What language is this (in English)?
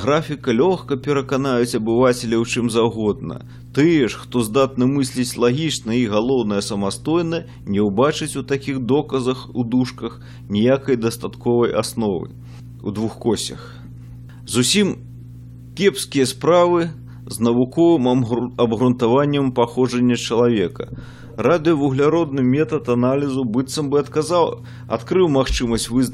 Belarusian